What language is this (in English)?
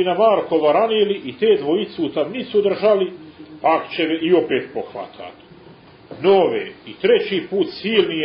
Serbian